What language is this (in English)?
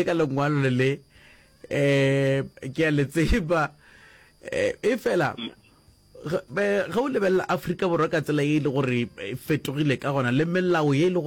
Northern Sotho